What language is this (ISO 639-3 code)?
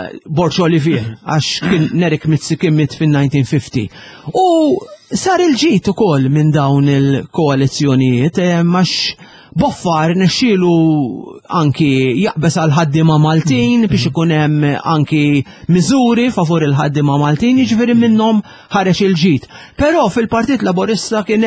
mlt